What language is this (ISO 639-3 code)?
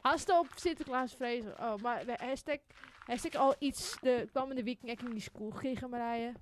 fry